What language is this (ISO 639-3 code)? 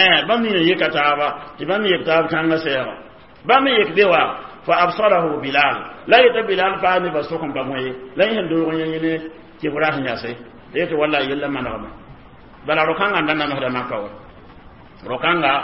mos